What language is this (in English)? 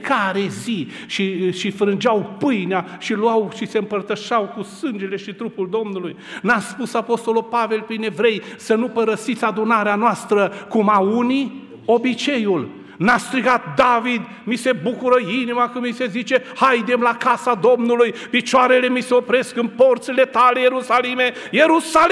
Romanian